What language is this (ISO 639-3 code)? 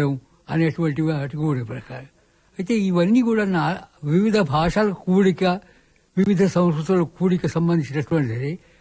tel